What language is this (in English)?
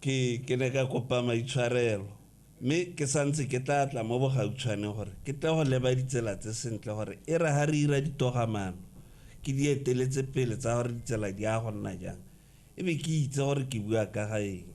Tswana